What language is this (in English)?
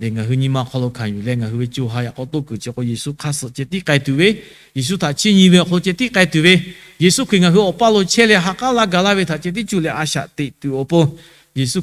Lahu